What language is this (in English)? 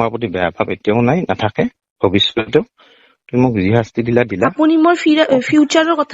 Assamese